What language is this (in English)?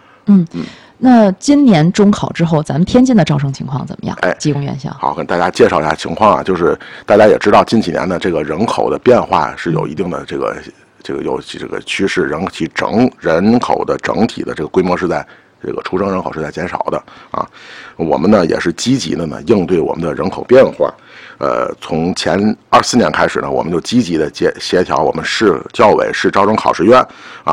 Chinese